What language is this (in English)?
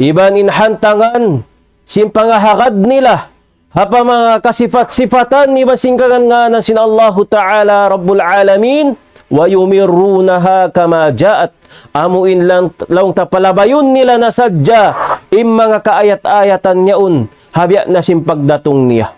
Tausug